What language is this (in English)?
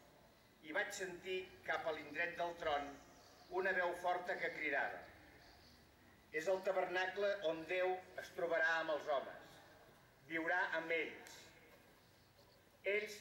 Catalan